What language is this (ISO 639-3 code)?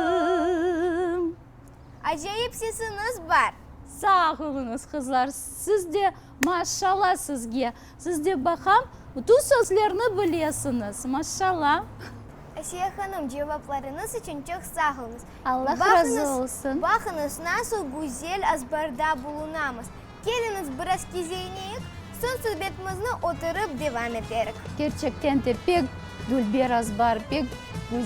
crh